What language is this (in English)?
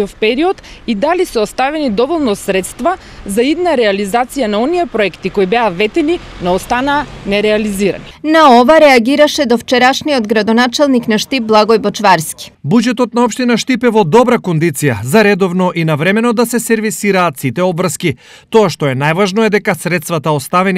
Macedonian